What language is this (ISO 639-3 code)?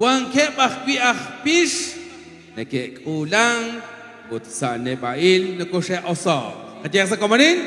kek